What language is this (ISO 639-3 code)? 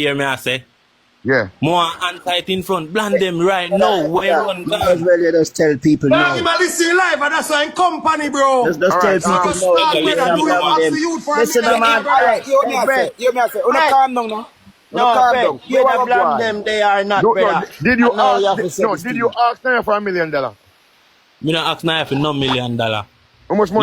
jam